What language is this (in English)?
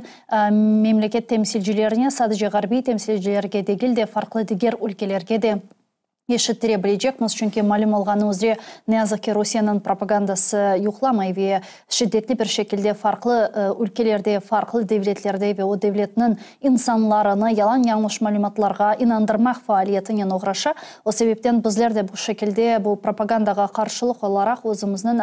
Crimean Tatar